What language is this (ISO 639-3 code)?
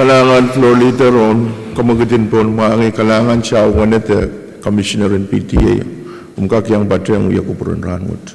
pon